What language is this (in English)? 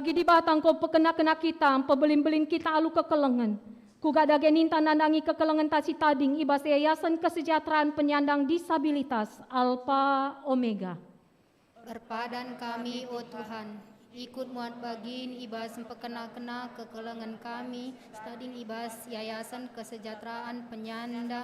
Batak Karo